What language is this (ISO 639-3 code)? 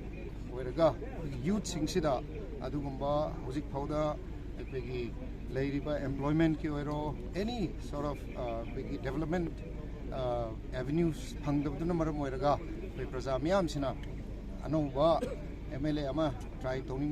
mni